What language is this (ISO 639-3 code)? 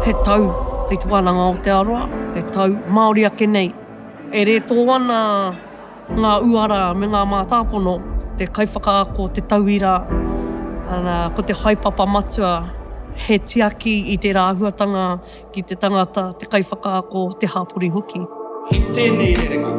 mri